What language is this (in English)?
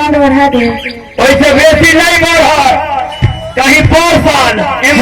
Maithili